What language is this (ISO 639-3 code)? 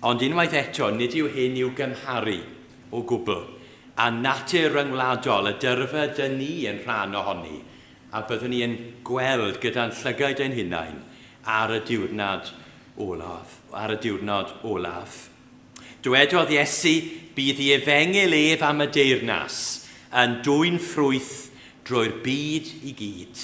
cym